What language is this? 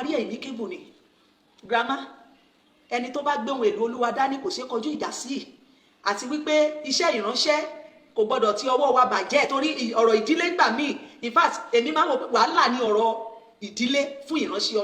Yoruba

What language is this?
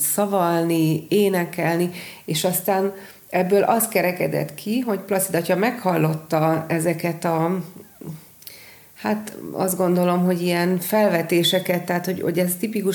Hungarian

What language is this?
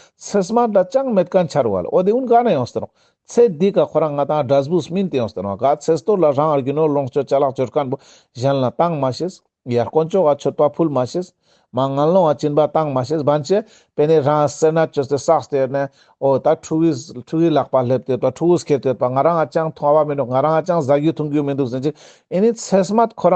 Ladakhi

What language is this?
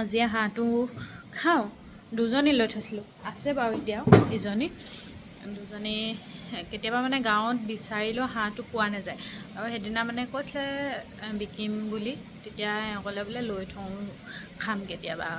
Assamese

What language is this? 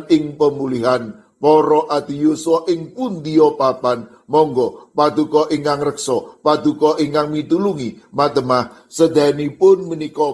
Javanese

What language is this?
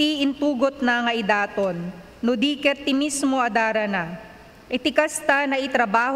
Iloko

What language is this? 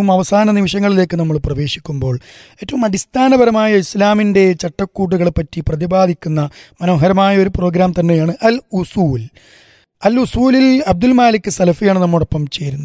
Malayalam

